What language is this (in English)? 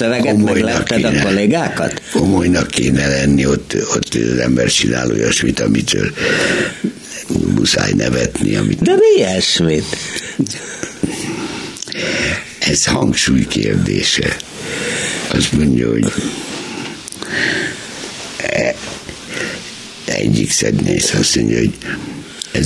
Hungarian